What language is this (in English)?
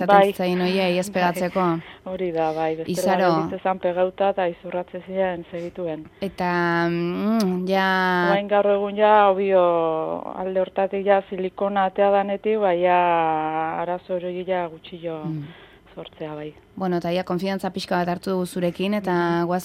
Basque